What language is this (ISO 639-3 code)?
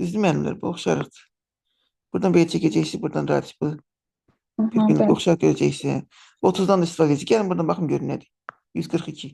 aze